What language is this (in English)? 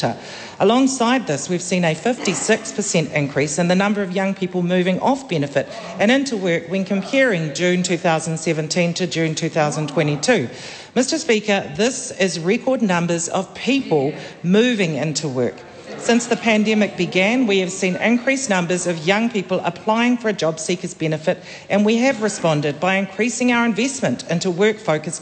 English